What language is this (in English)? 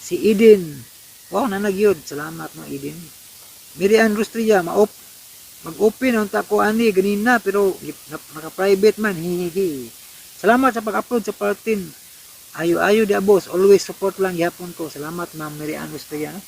Cebuano